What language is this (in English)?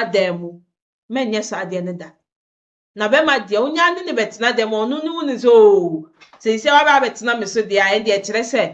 Akan